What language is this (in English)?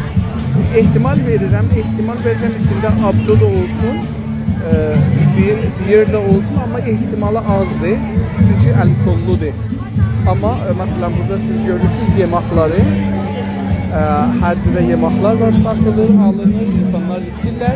South Azerbaijani